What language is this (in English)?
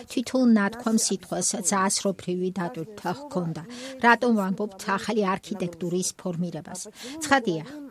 Georgian